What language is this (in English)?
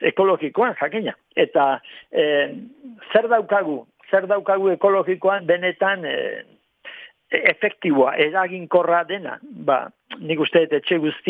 Basque